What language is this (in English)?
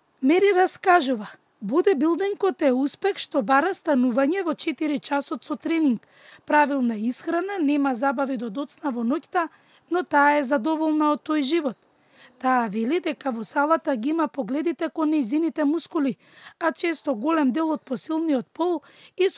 Macedonian